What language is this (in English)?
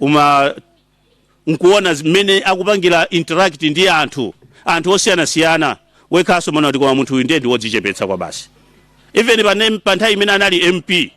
Nyanja